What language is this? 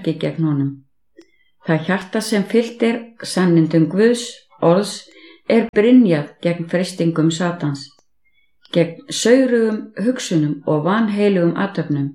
Icelandic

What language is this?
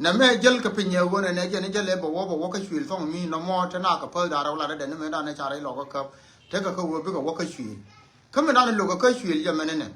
Nuer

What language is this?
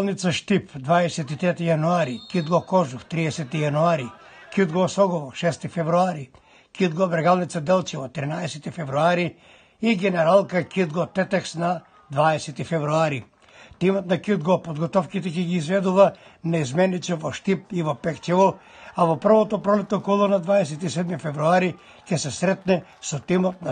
Macedonian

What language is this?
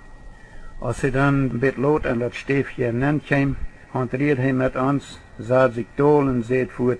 Plautdietsch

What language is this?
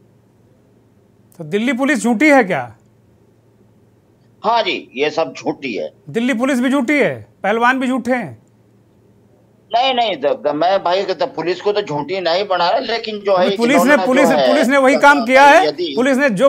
Hindi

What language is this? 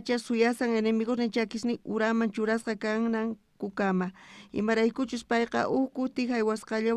South Bolivian Quechua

